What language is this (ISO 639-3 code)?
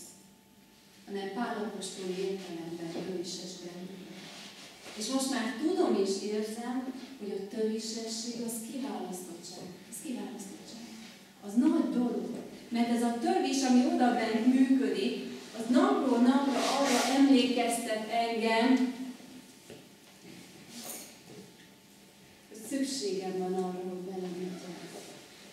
hun